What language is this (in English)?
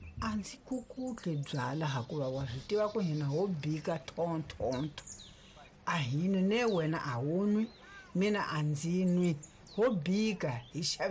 Tsonga